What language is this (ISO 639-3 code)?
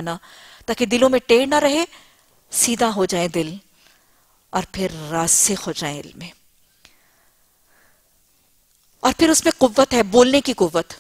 urd